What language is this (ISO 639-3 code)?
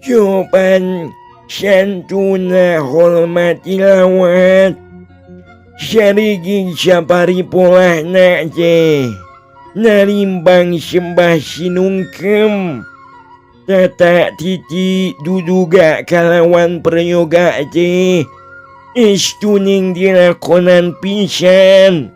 sun